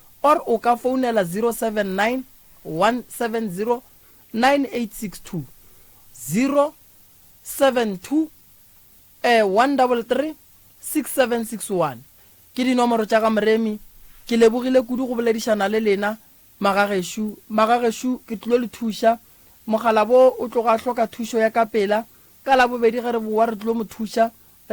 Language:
Northern Sotho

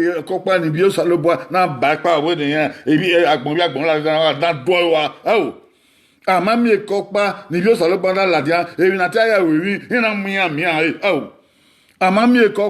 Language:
Bini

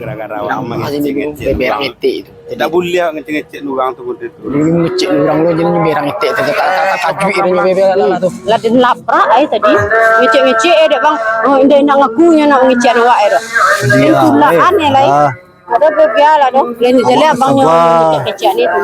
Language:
Minangkabau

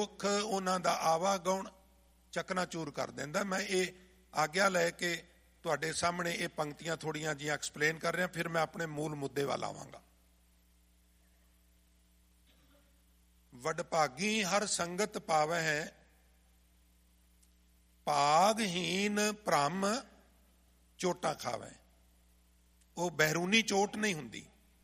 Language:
Punjabi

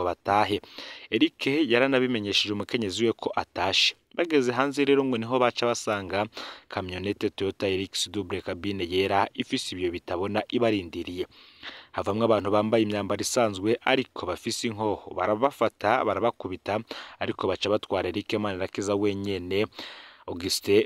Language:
Rundi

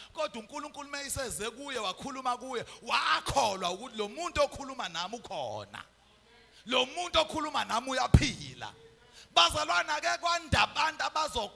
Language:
Zulu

